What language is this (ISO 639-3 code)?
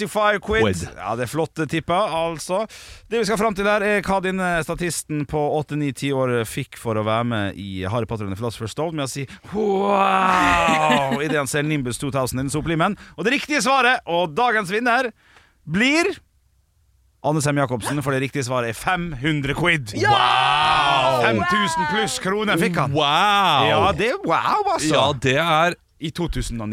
nor